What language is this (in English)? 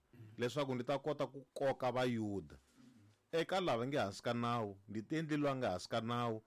Tsonga